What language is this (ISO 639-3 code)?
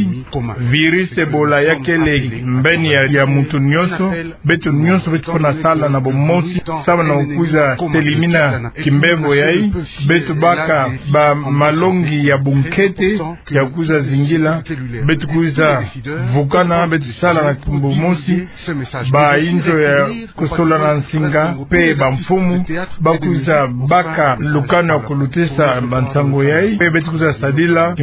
ktu